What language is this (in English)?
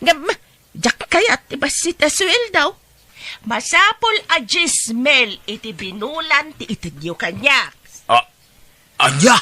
Iloko